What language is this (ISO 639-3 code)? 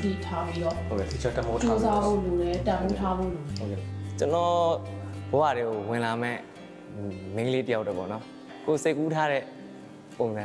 mya